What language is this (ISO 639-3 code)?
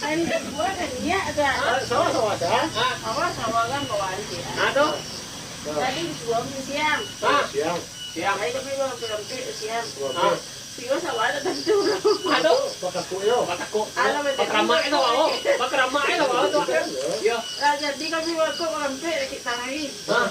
min